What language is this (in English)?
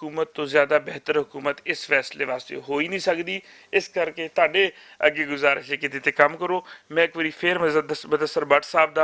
Western Panjabi